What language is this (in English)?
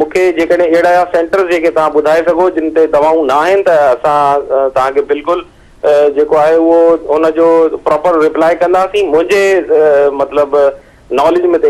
Sindhi